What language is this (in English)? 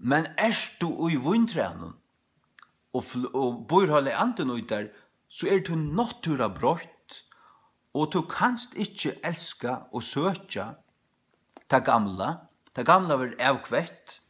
Faroese